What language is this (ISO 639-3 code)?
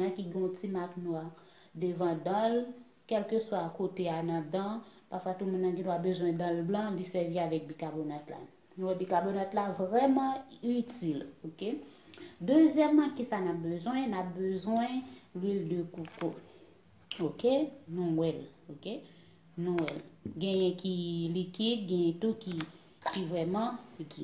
hat